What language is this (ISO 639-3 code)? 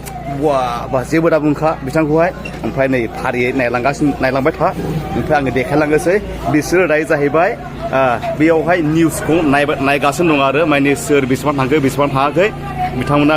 brx